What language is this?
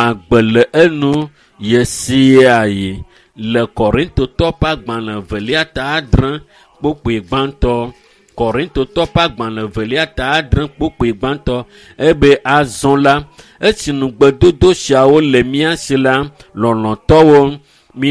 Ewe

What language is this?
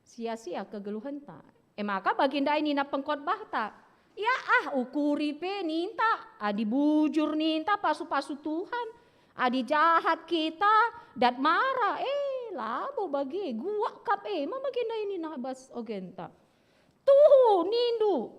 Batak Karo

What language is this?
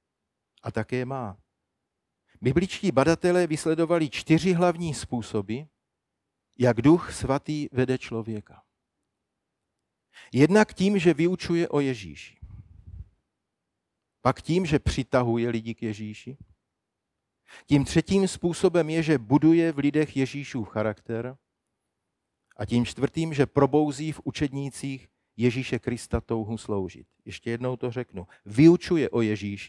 Czech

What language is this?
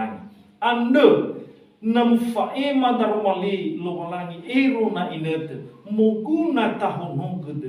Nias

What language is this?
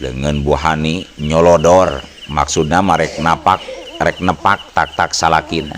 Sundanese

